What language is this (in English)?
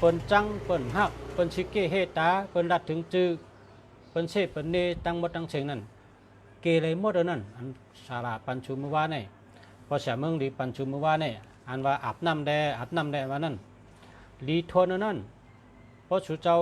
Shan